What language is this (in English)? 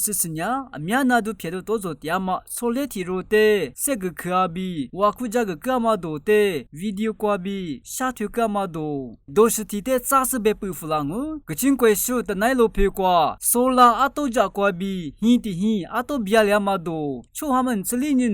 Lisu